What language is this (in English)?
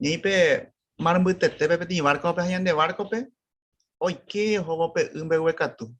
Guarani